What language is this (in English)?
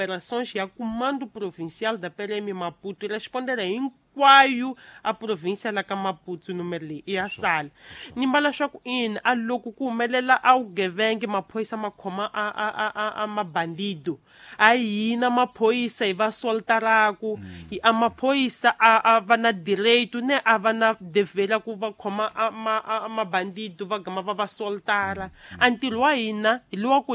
Tsonga